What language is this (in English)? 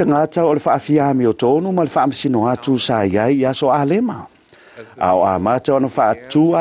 Samoan